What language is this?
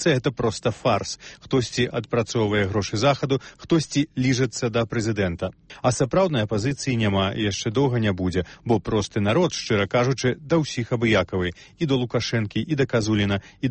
Belarusian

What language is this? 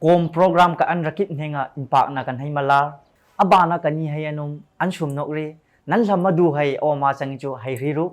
Hmar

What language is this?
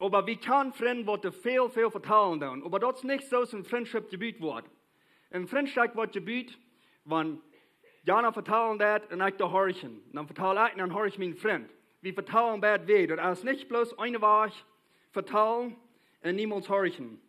Plautdietsch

